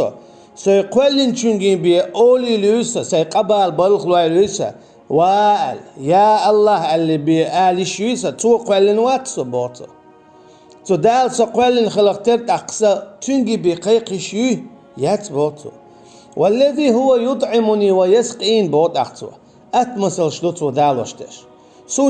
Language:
Chechen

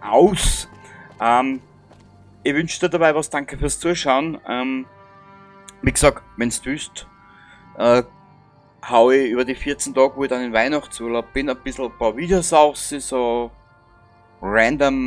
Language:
Bavarian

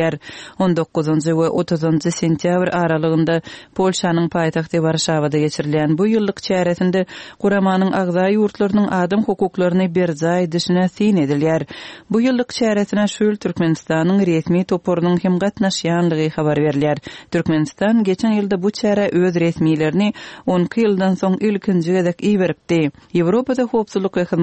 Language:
Turkmen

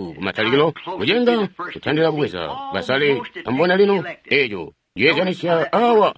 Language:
Tonga (Zambia)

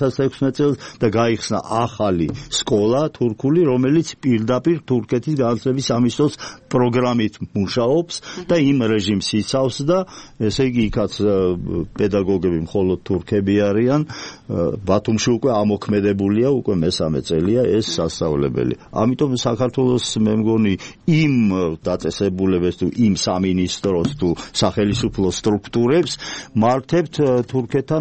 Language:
Georgian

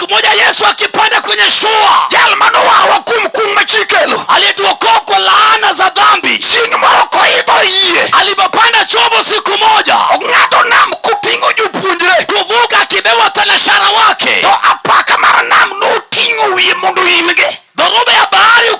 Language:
Luo (Kenya and Tanzania)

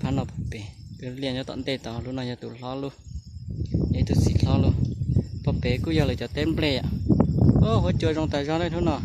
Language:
Hmong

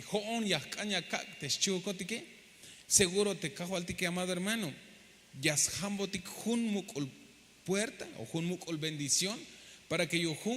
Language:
Tzeltal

